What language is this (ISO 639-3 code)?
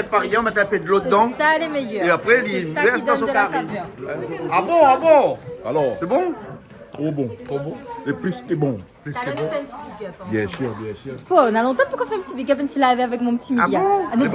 rcf